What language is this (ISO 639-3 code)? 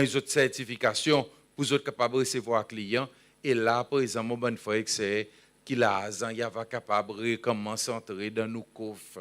crs